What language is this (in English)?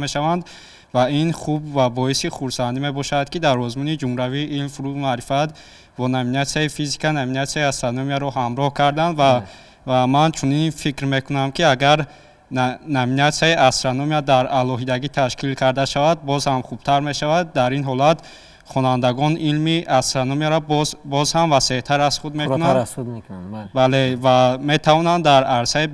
Tajik